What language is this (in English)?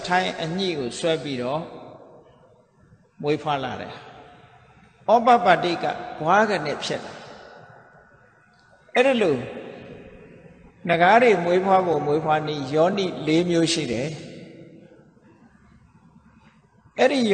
Burmese